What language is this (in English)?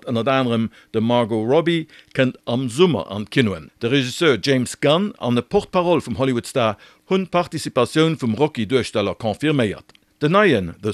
Luxembourgish